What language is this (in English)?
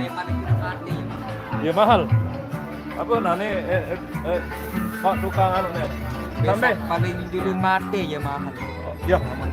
Sasak